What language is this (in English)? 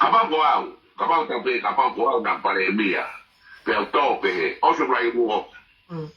Tongan